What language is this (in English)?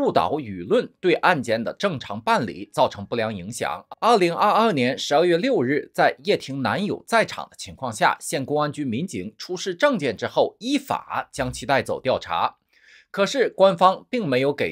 Chinese